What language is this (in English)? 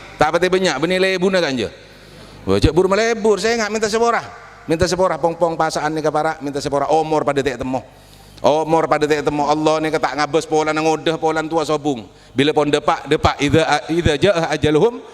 Madurese